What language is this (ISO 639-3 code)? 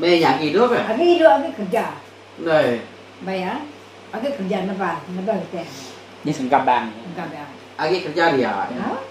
iba